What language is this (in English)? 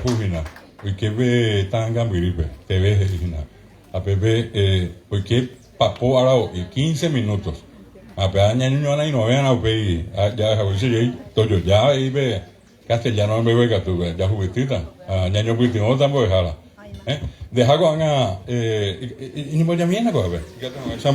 Guarani